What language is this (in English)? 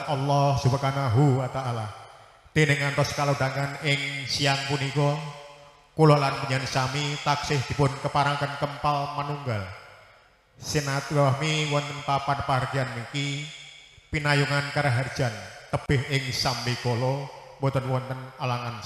Javanese